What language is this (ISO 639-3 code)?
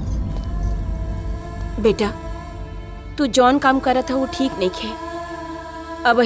bho